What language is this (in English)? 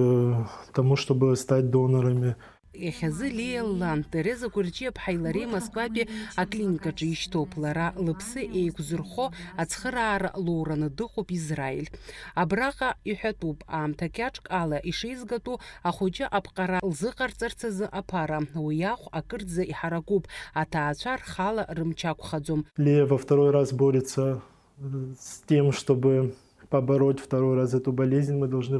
Abkhazian